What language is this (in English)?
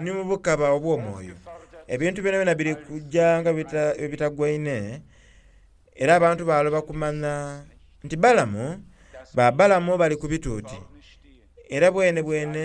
Soga